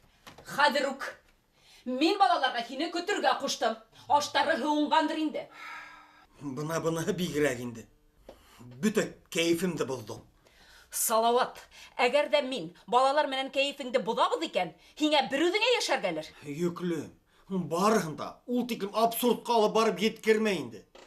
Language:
Bashkir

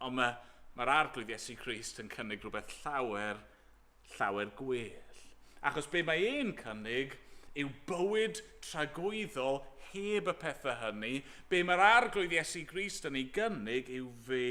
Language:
Welsh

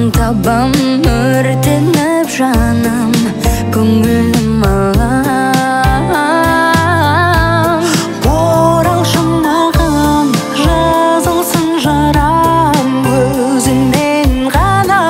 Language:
Kazakh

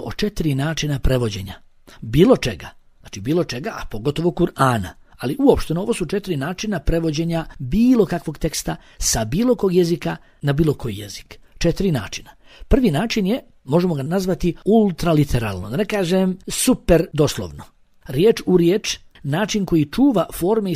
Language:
Bosnian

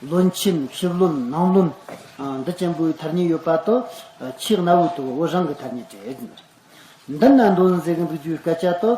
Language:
Tibetan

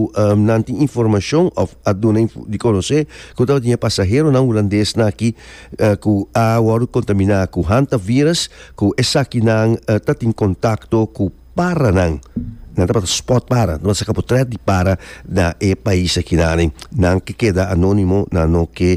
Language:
Papiamento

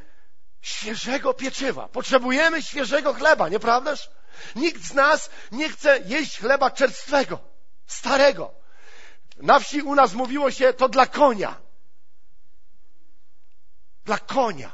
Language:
Polish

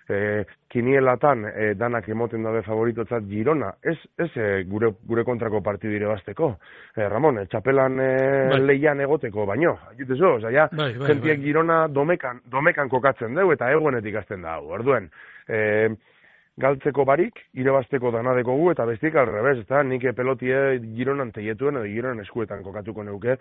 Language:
Basque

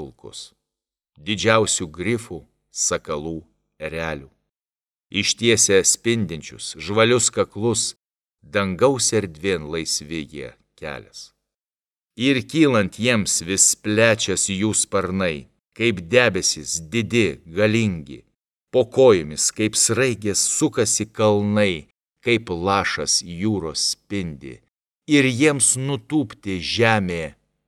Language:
Lithuanian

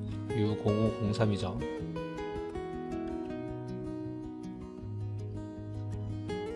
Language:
Korean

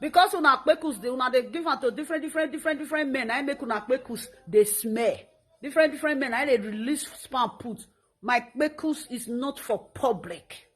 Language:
Nigerian Pidgin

